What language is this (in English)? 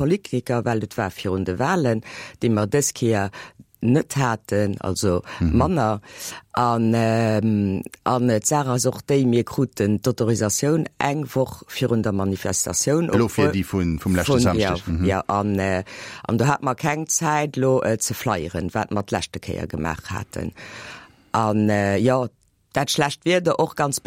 Luxembourgish